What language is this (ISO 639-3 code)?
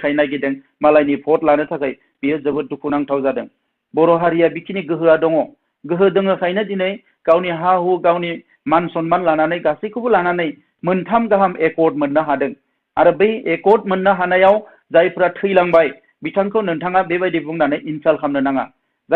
brx